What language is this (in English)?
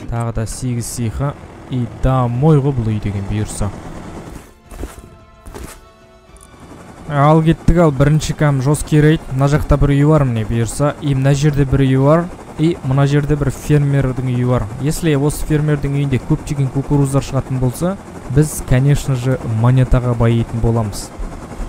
Kazakh